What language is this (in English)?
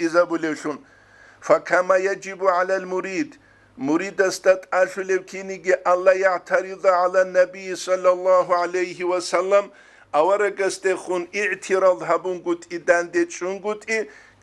Avaric